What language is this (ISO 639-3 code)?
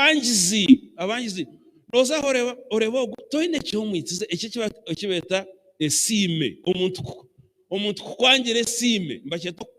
nyn